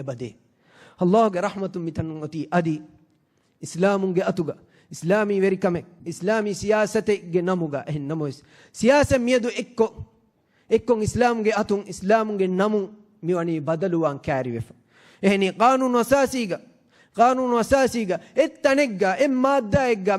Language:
Divehi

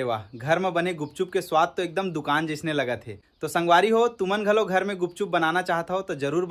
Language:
Chhattisgarhi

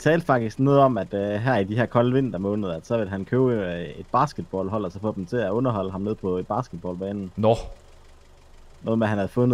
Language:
Danish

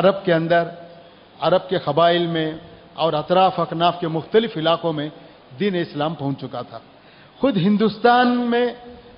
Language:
Urdu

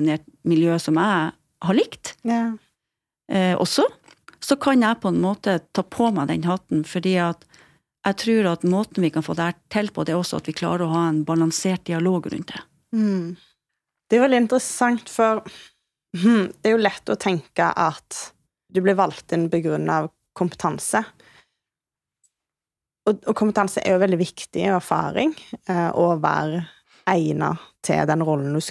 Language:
Norwegian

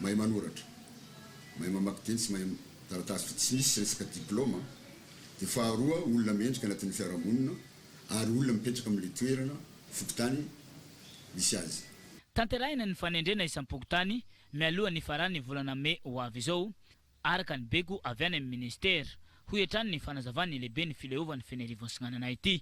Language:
Malagasy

